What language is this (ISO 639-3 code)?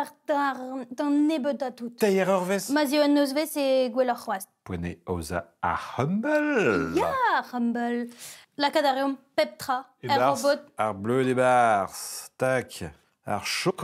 bre